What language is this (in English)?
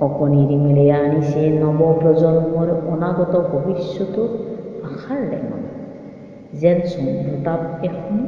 Assamese